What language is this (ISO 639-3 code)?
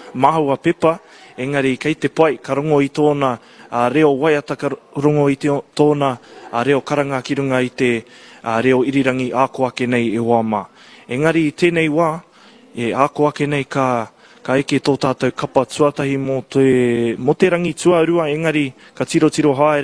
mri